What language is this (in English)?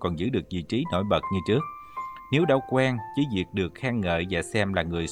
Vietnamese